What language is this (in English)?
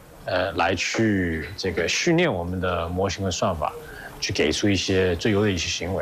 Chinese